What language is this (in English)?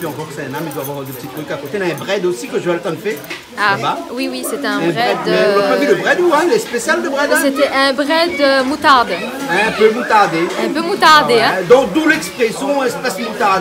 Réunion Creole French